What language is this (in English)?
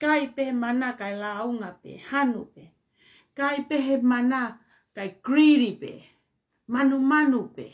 Tongan